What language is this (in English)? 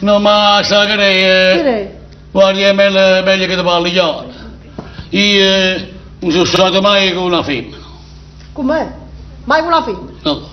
Neapolitan